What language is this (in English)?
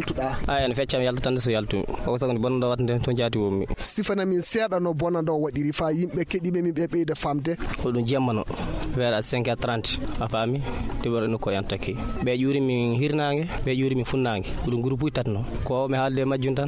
Nigerian Fulfulde